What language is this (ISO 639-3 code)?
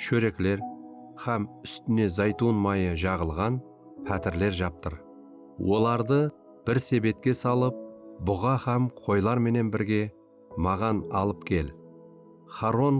kaa